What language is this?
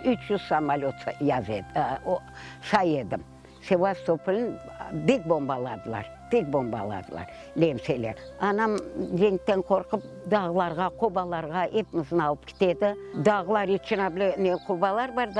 Crimean Tatar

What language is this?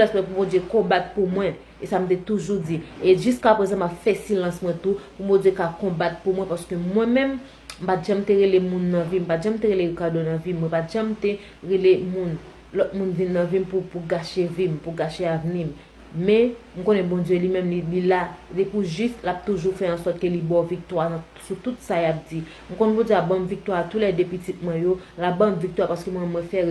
Haitian Creole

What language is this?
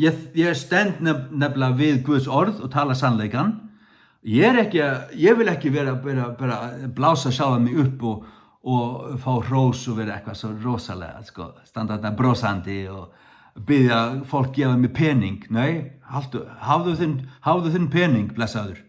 Faroese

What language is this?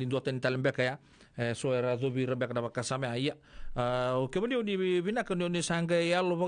Fijian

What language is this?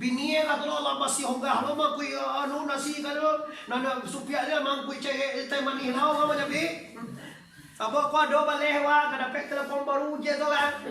Minangkabau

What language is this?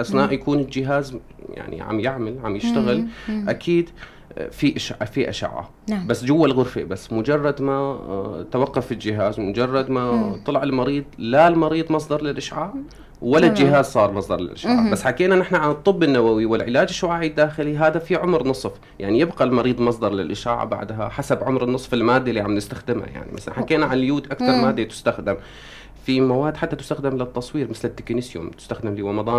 North Levantine Arabic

